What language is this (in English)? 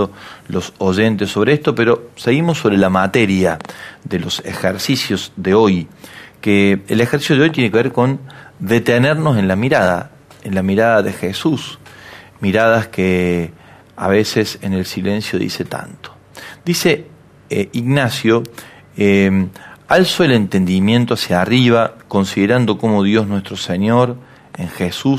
Spanish